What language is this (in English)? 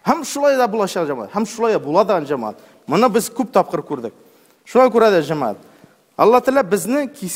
Tatar